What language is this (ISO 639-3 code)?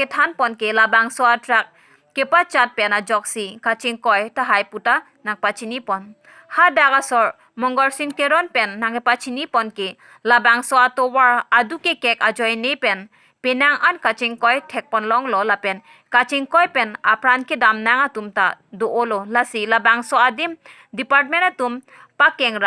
mjw